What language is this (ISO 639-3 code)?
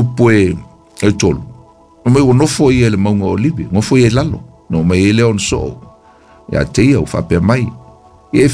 smo